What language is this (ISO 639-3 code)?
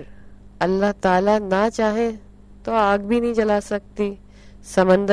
urd